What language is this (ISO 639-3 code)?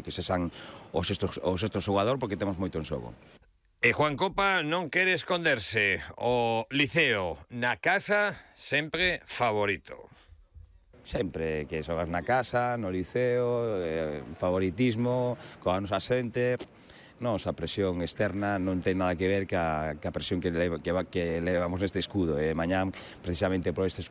glg